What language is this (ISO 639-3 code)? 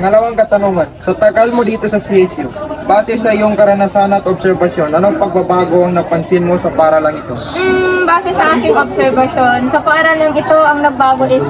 fil